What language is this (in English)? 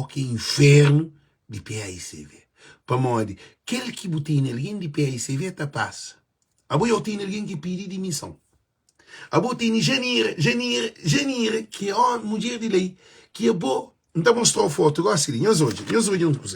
Kabuverdianu